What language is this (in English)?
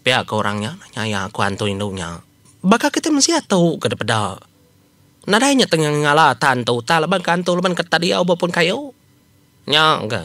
Iban